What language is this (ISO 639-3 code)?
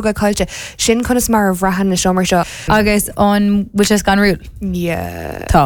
gle